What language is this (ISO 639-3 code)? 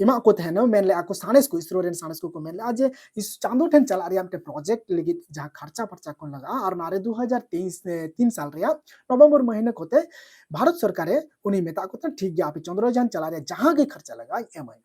sat